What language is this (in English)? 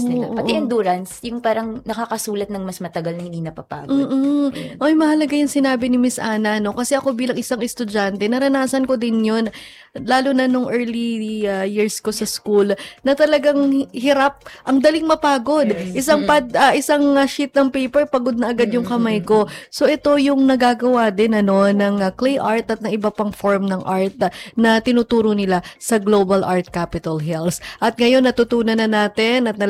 Filipino